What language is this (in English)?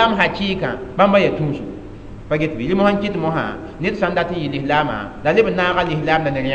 Mossi